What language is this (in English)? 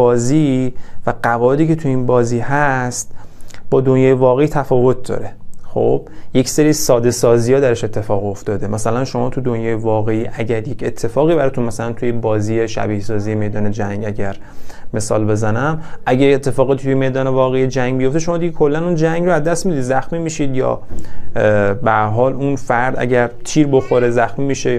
Persian